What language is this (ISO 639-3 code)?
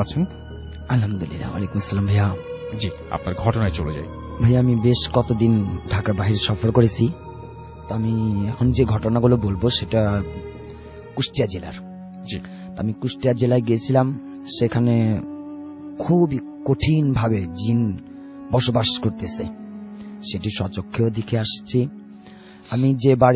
ben